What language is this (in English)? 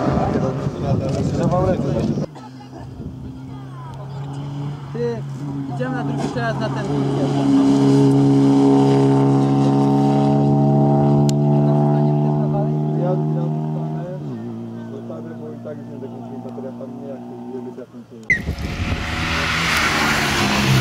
Polish